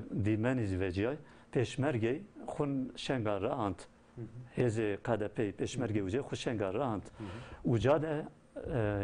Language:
Zaza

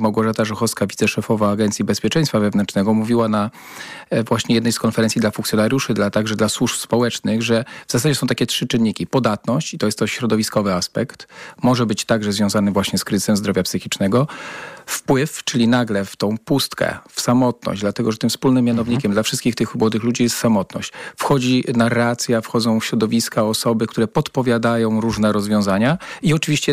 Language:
Polish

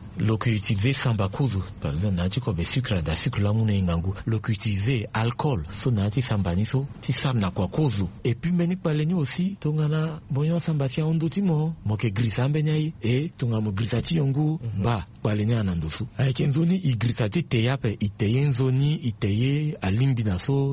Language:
Sango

